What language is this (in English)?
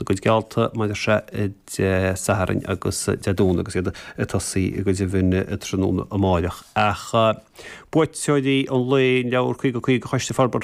Irish